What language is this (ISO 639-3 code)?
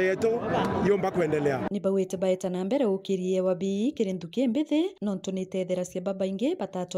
mer